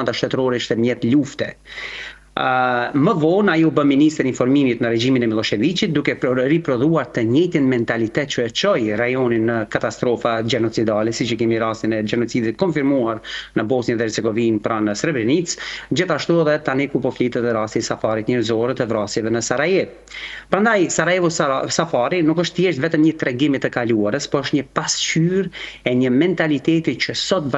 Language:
Albanian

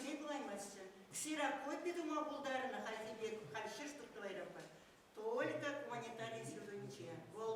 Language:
Chuvash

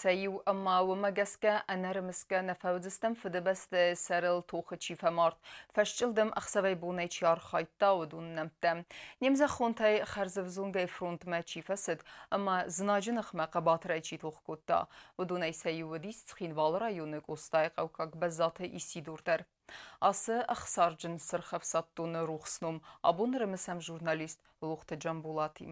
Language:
Ossetic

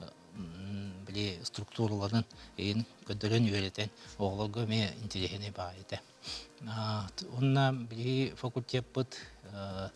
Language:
Yakut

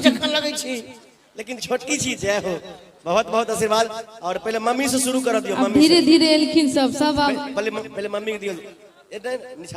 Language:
Maithili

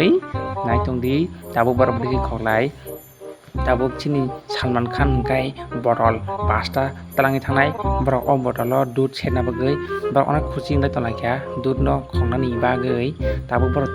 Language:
Kok Borok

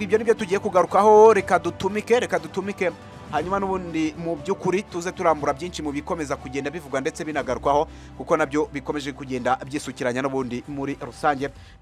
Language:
Kinyarwanda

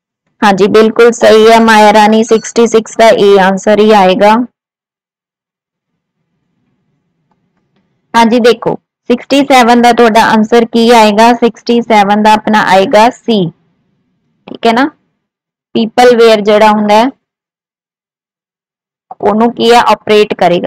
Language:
Punjabi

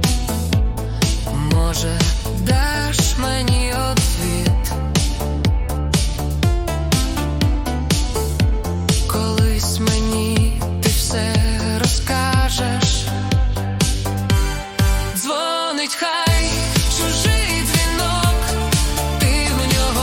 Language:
Ukrainian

